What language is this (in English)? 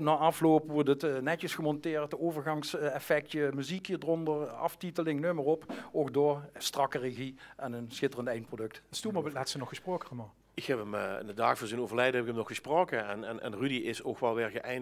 Limburgish